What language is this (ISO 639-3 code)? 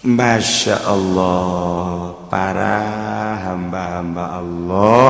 sun